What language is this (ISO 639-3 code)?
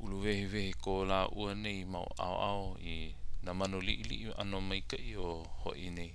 haw